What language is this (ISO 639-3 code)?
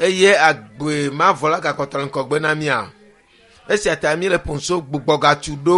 ewe